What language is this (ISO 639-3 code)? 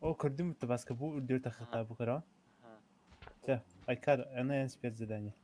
sah